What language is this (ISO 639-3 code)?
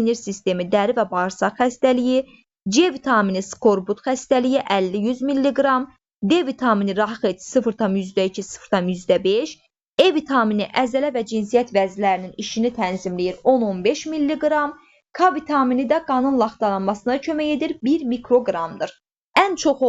aze